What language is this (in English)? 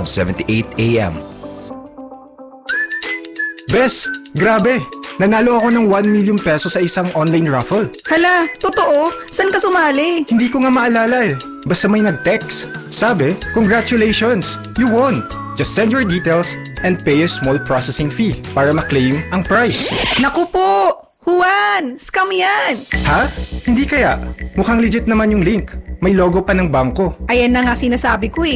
Filipino